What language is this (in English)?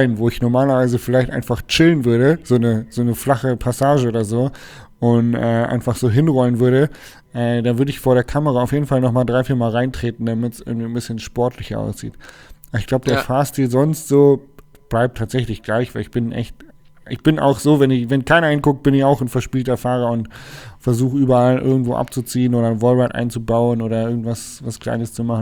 German